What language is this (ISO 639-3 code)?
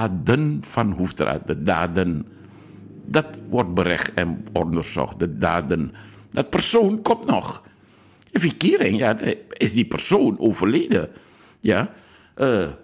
nld